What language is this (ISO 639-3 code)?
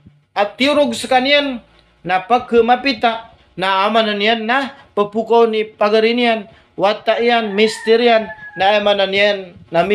mrw